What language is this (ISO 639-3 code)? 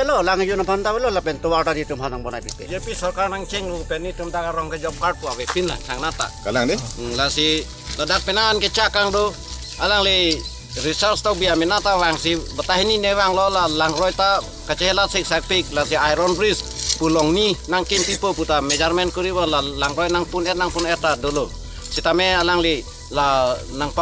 mjw